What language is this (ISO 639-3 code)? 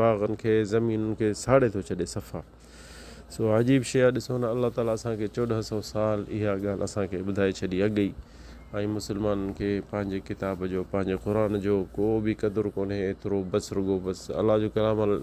snd